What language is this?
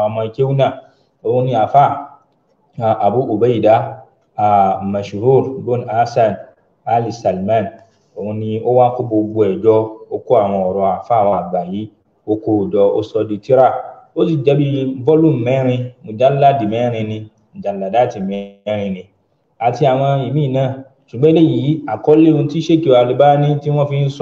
Yoruba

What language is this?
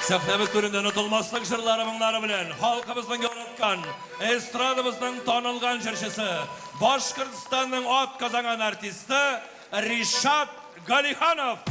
Bashkir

